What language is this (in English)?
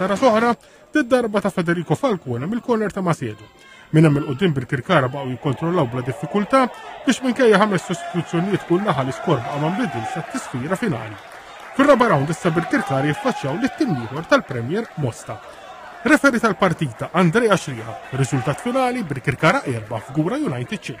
Maltese